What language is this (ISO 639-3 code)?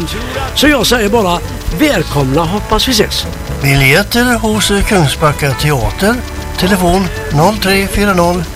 swe